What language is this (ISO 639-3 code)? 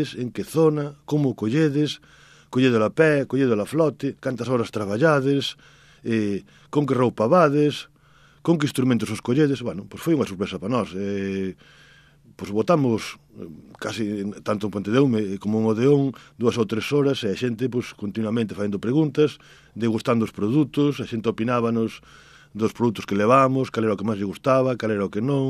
glg